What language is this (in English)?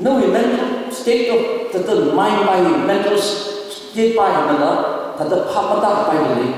Tangkhul Naga (India)